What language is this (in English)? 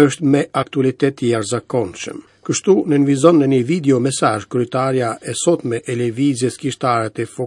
Albanian